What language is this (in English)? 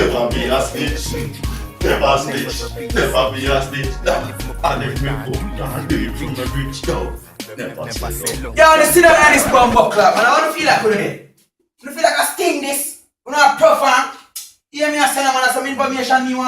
Jamaican Creole English